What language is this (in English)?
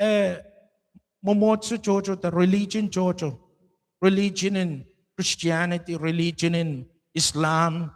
Pohnpeian